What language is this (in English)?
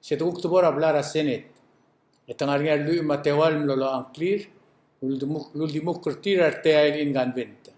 Palauan